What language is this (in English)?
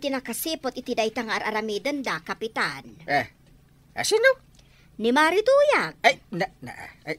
Iloko